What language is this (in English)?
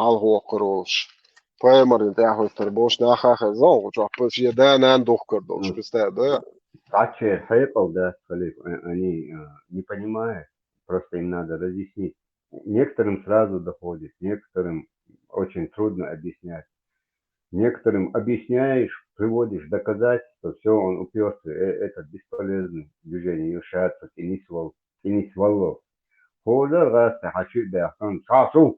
Chechen